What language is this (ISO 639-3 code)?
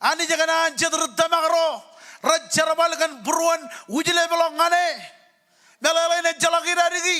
mah